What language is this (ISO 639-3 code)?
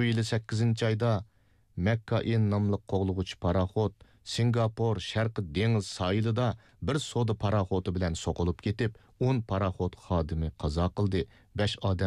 uig